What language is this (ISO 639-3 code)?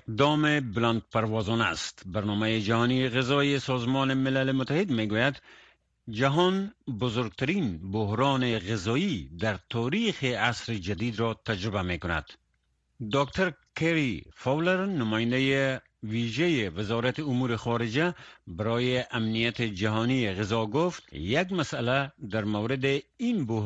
fas